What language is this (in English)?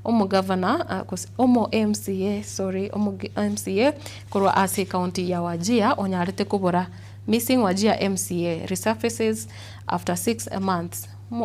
Gusii